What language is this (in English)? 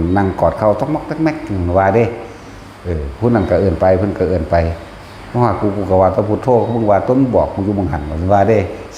Northeastern Thai